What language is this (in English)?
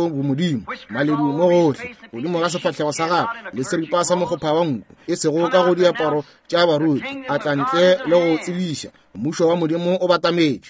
Northern Sotho